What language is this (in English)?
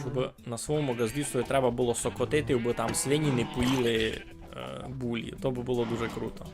Rusyn